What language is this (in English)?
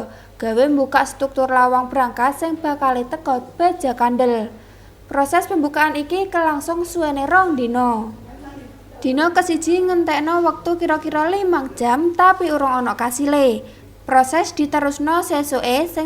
Javanese